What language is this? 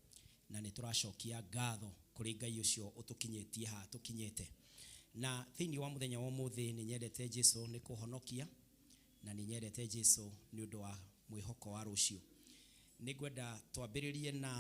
Kikuyu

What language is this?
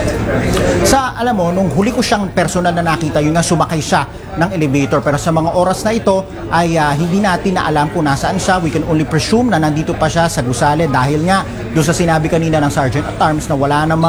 Filipino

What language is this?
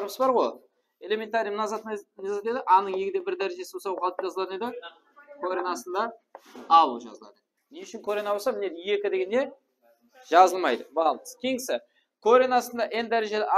Kara-Kalpak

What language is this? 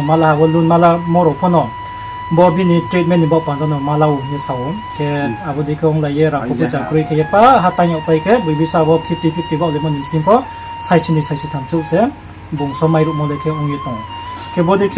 Riang (India)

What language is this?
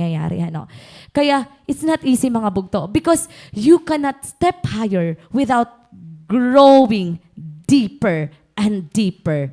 Waray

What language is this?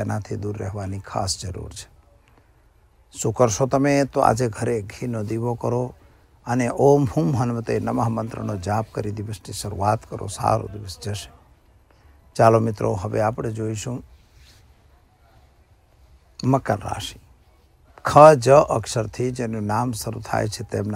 Gujarati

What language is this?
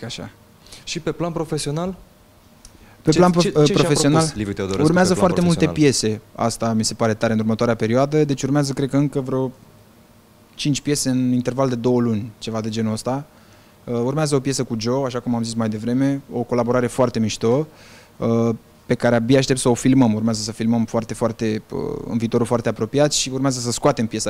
Romanian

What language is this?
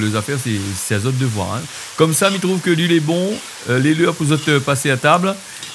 Réunion Creole French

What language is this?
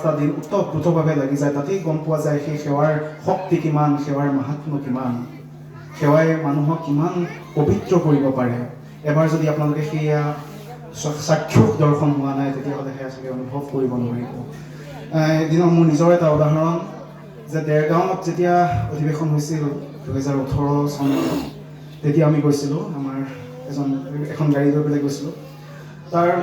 Assamese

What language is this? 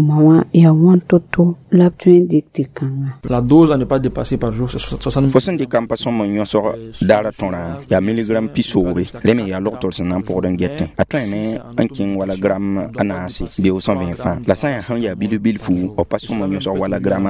Mossi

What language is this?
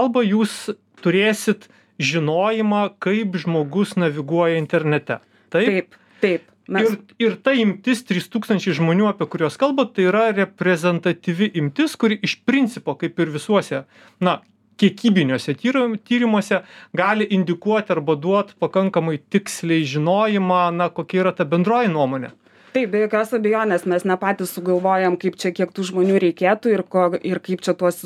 Lithuanian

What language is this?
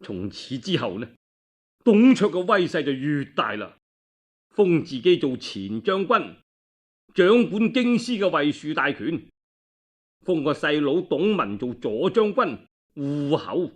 Cantonese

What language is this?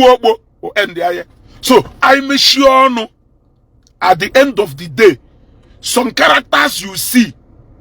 Igbo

